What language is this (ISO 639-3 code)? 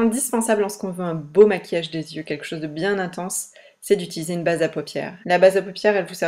fra